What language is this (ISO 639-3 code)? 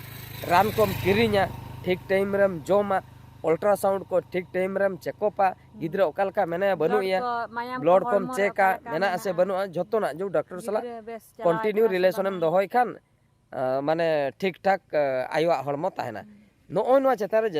sat